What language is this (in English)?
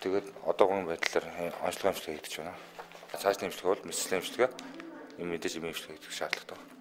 Mongolian